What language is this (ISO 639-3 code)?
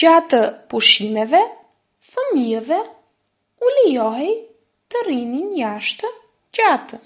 sqi